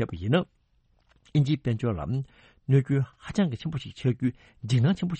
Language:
Tibetan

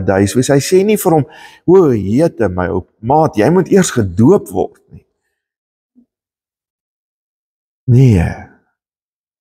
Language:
Afrikaans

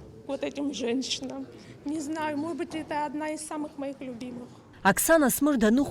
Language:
Abkhazian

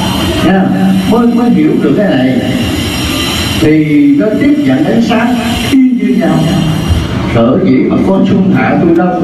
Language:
Vietnamese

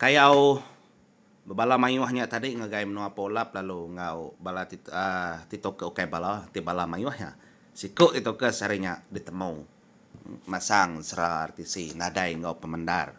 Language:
Iban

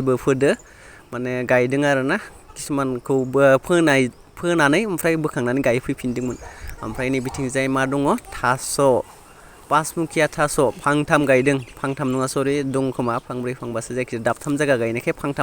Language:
Bodo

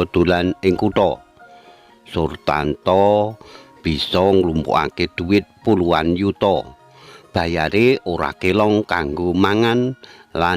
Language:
Javanese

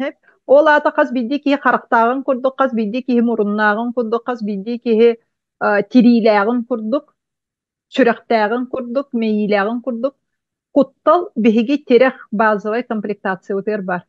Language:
Yakut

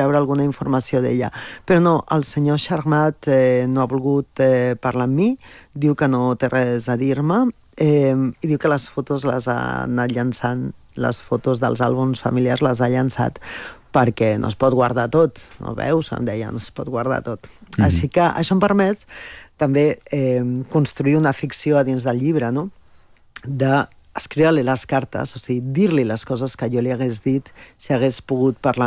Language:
Catalan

